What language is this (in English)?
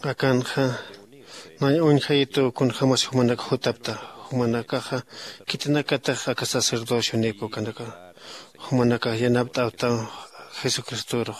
Aymara